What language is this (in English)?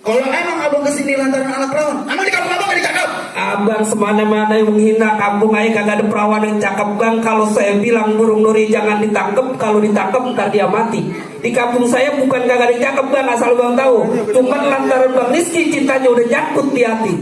Betawi